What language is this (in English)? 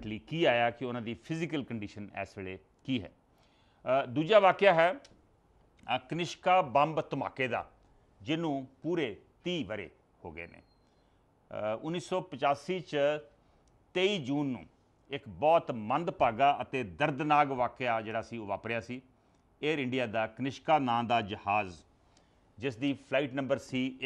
Punjabi